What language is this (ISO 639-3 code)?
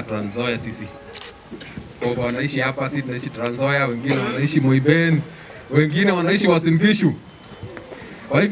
swa